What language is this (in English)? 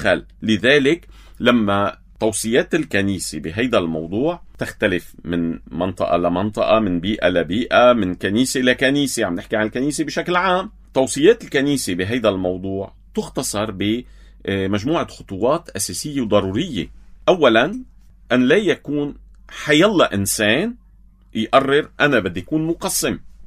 North Levantine Arabic